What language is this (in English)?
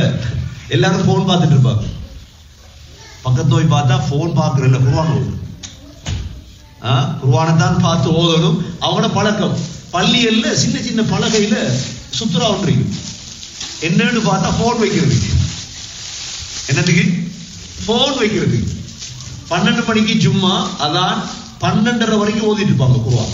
Tamil